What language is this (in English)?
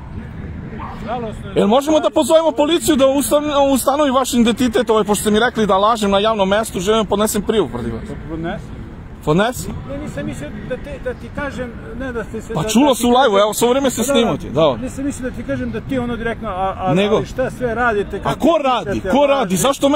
Serbian